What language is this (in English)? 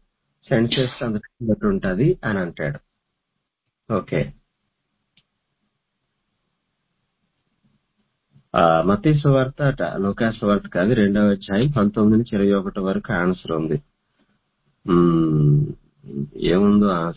Telugu